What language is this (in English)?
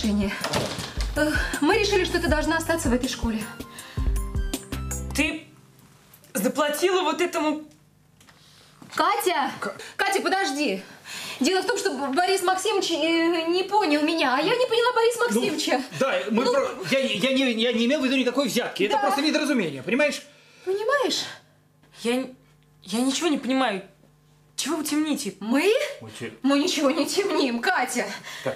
Russian